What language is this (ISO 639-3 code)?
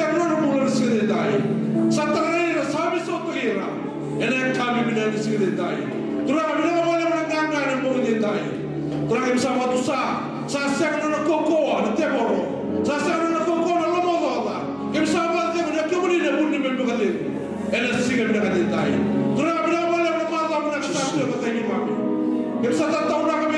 fij